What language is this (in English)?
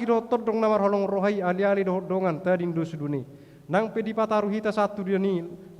Batak Toba